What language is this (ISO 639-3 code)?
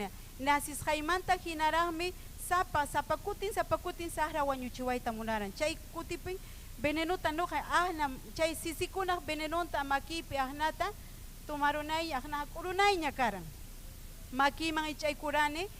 quy